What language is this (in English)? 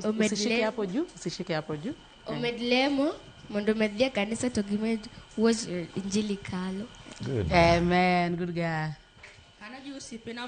Luo (Kenya and Tanzania)